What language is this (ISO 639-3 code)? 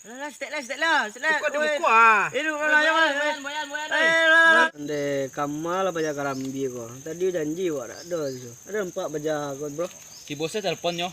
min